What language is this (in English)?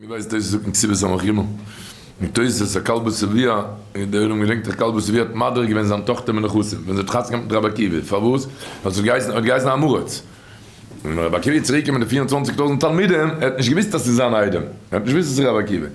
Yiddish